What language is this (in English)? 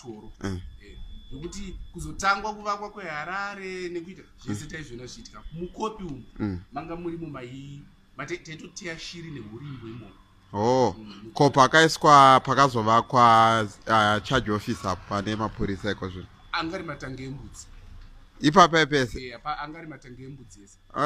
Shona